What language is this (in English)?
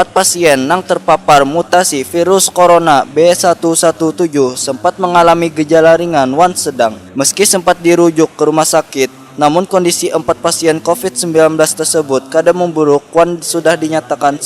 Banjar